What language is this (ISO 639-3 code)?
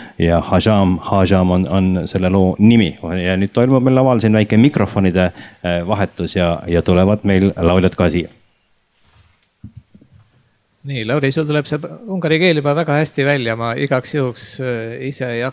est